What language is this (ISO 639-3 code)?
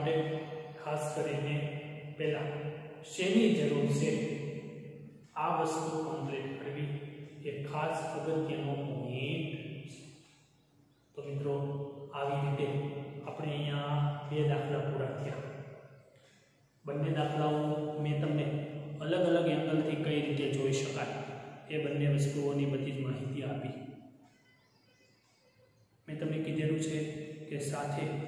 guj